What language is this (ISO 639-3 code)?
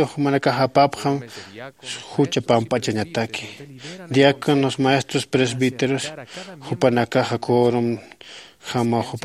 aym